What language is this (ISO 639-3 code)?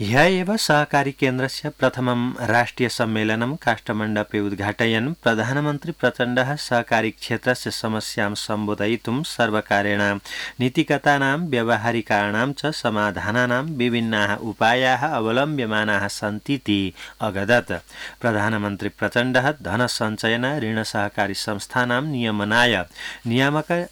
san